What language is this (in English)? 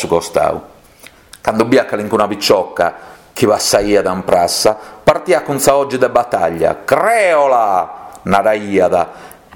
Sardinian